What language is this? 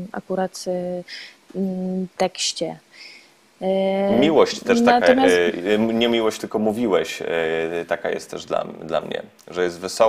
Polish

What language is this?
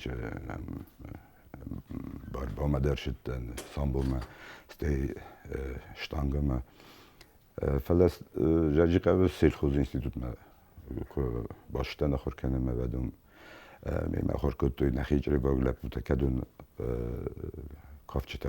Ossetic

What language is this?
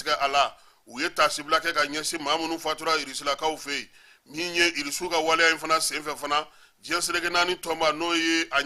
Bambara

